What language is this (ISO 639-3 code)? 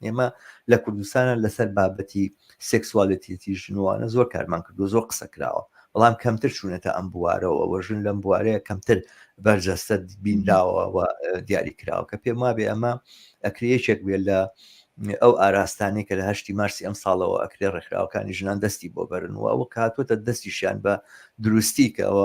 ckb